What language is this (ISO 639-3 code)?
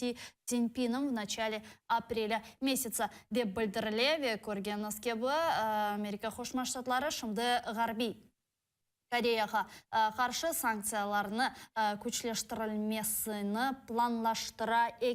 crh